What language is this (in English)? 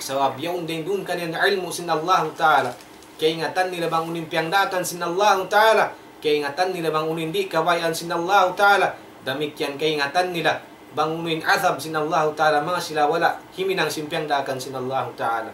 Tausug